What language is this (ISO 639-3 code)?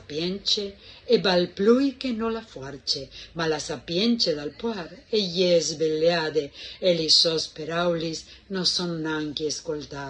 fur